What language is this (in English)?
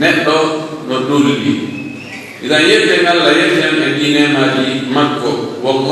Pular